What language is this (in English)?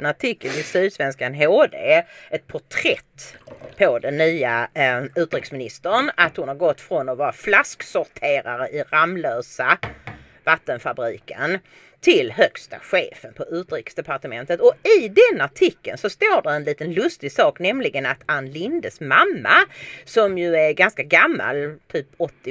Swedish